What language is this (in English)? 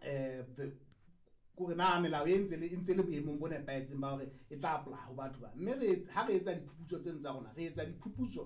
Southern Sotho